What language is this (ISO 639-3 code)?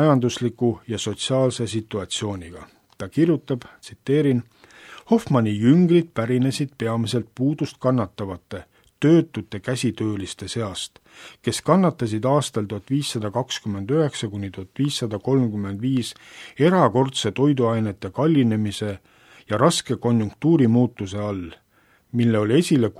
est